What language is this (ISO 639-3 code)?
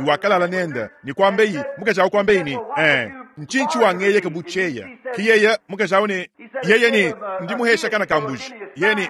lua